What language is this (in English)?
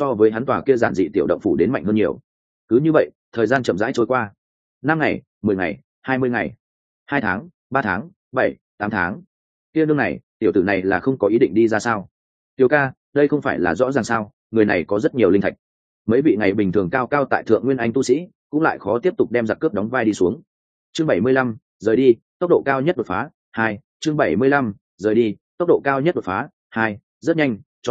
Vietnamese